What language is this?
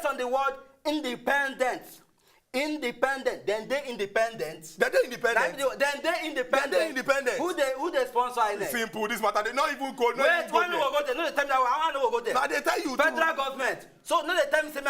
Nigerian Pidgin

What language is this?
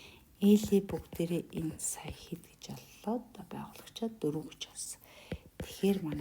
Mongolian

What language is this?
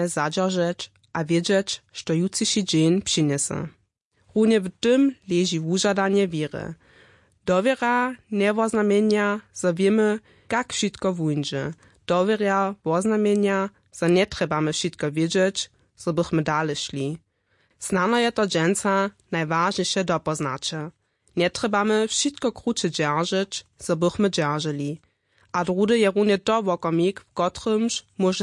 Upper Sorbian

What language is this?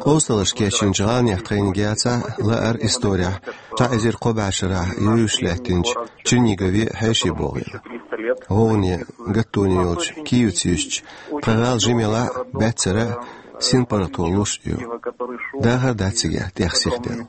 Chechen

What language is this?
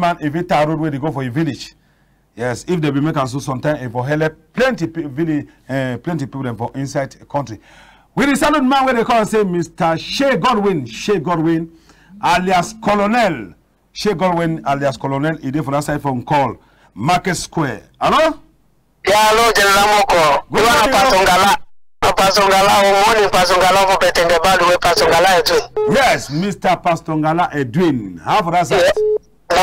Cameroon Pidgin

